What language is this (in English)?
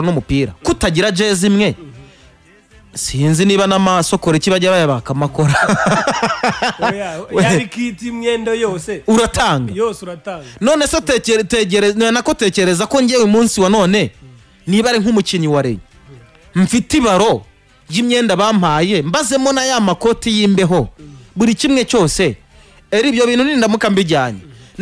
Kinyarwanda